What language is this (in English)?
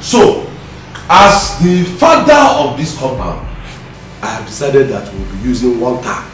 Nigerian Pidgin